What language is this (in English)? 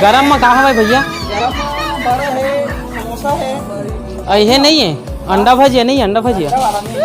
Chhattisgarhi